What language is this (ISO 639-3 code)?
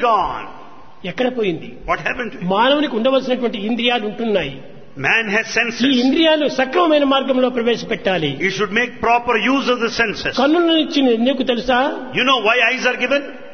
tel